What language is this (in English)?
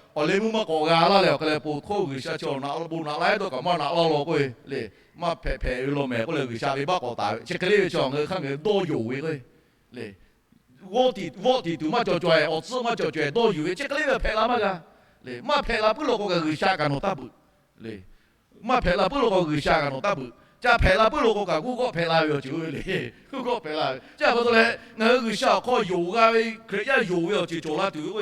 Lahu